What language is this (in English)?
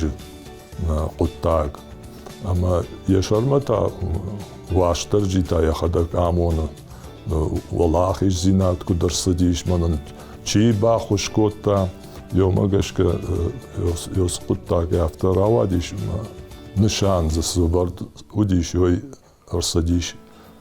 Ossetic